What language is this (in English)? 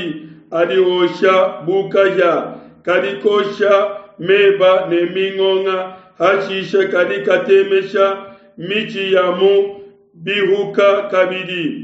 Luba-Lulua